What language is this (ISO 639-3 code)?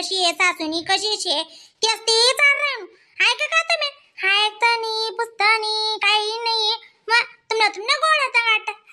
khn